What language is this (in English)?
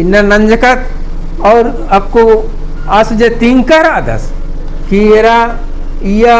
Kurukh